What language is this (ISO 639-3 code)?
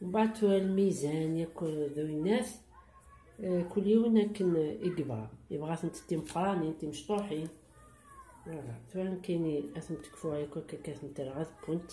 kab